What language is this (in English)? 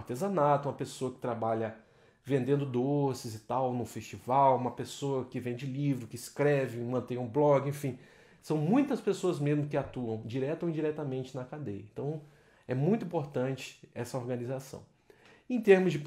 Portuguese